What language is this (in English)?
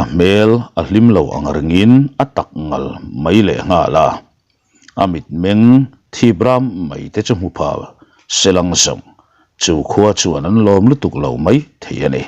Mizo